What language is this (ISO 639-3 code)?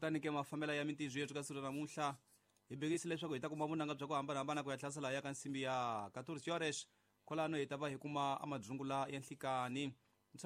tso